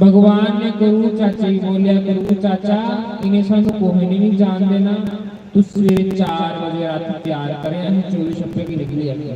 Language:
Dogri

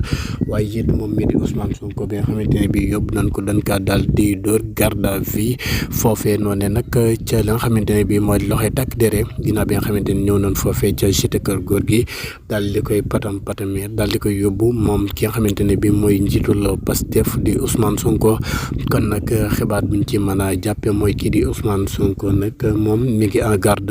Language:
Wolof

